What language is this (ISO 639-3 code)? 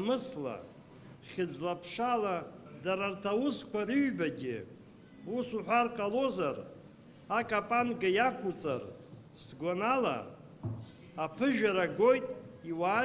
abk